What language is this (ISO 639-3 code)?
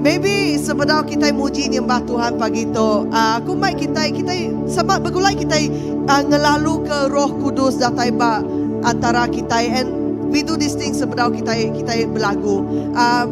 iba